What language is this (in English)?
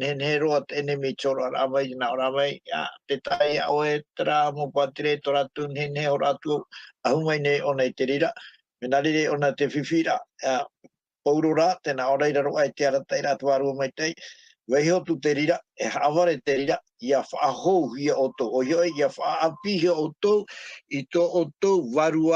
Tahitian